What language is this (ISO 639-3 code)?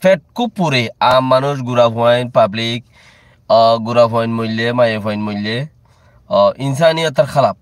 rhg